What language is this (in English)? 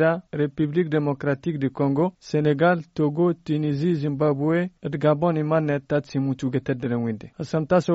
Tamasheq